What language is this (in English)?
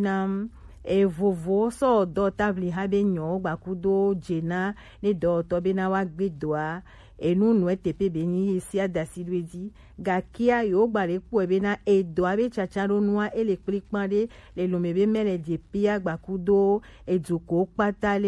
Gen